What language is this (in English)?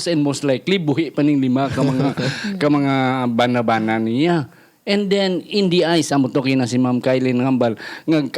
Hiligaynon